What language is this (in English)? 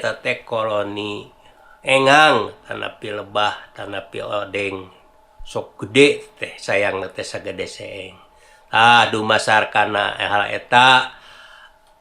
Sundanese